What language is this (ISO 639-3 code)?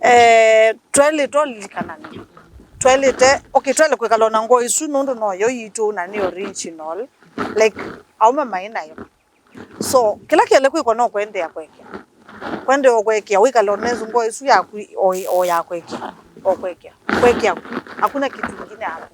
kam